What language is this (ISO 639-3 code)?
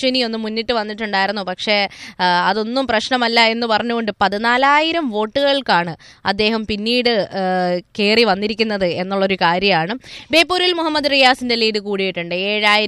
mal